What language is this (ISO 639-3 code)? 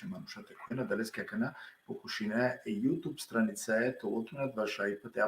rmn